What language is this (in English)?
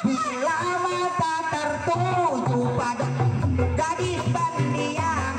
Betawi